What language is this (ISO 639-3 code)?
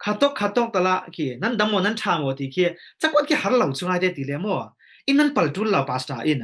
cfm